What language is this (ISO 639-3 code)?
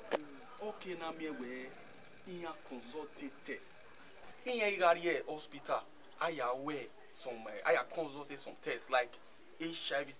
bin